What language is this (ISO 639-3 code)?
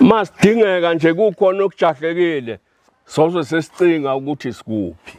zul